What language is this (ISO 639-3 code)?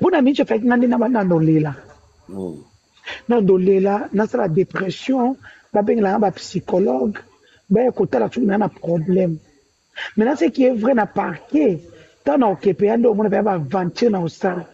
lin